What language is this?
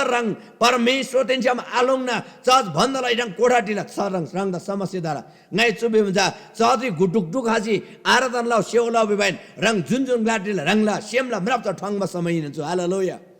Eastern Tamang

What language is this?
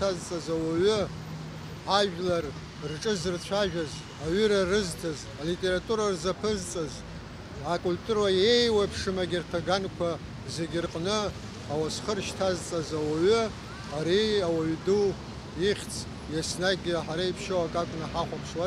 Abkhazian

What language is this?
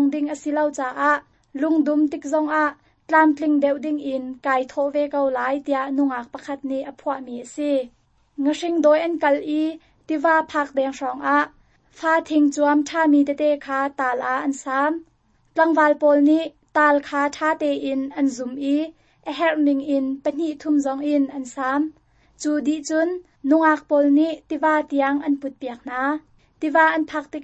Hakha Chin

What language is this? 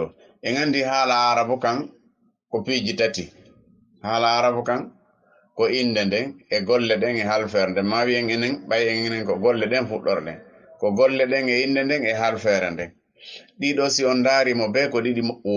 Fula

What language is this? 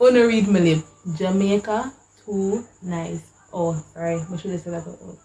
Jamaican Creole English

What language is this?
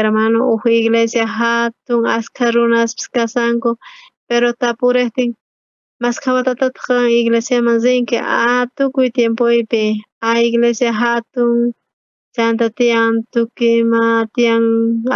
South Bolivian Quechua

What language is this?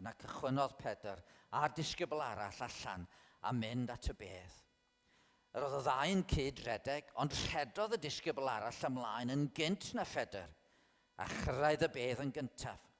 Welsh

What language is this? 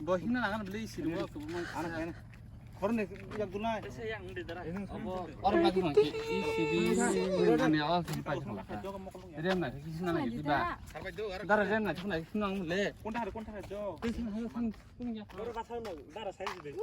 Kok Borok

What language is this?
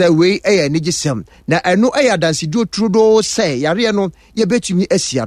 Akan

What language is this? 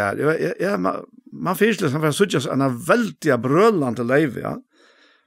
Faroese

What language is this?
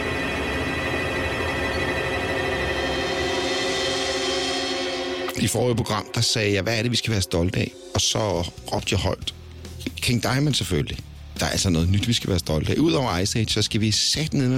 Danish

